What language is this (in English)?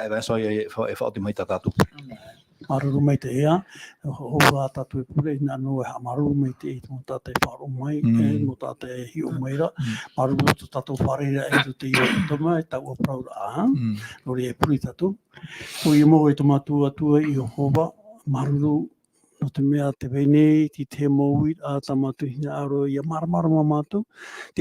Tahitian